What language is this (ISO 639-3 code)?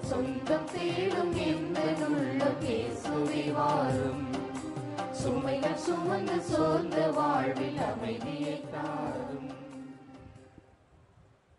tam